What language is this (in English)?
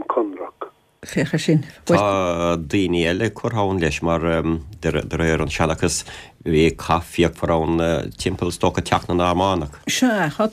Irish